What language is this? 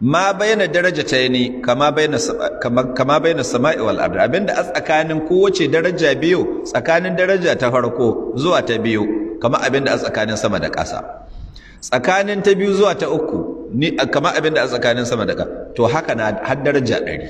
Hausa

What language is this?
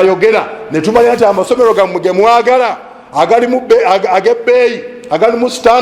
Ganda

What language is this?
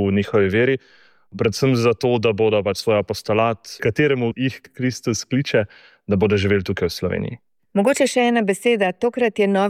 Slovenian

